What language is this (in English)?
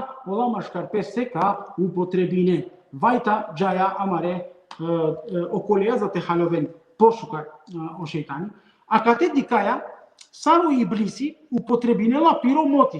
Balkan Romani